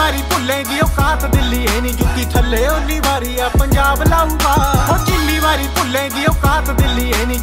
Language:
Punjabi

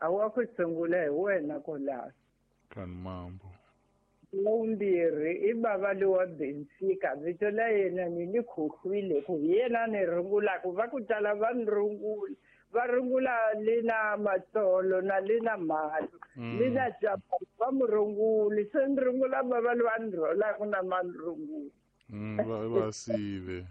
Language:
Tsonga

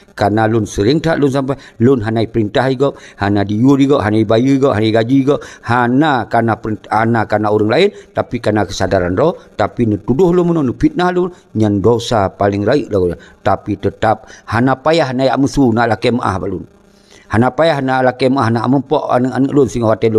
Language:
Achinese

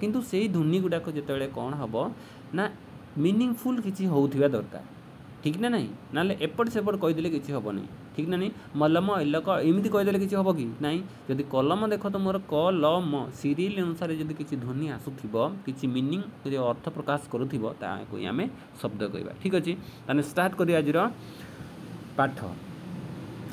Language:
Odia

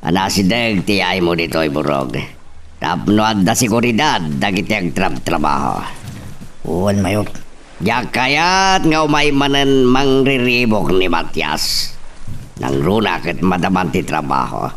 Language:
Iloko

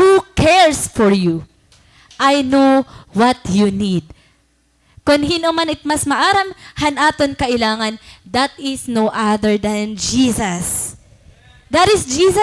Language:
Waray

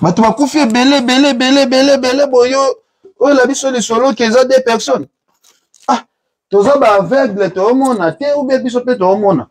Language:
Lingala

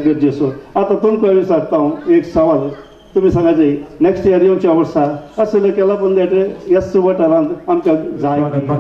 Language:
Konkani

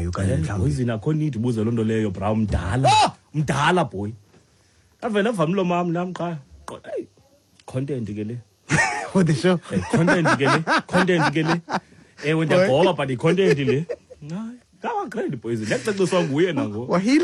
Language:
Xhosa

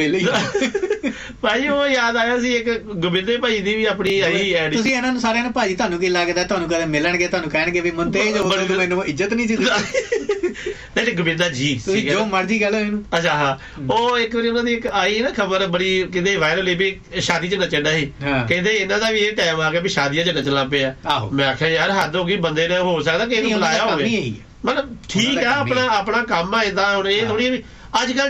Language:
Punjabi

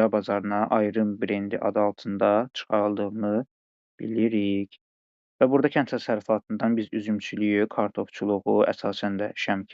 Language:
Azerbaijani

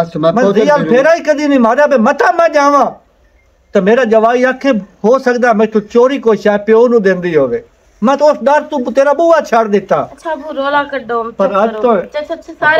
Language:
Punjabi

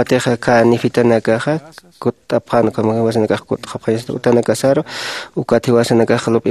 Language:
Aymara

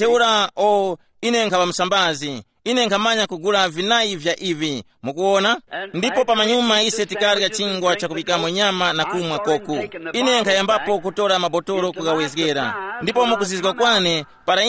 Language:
Tumbuka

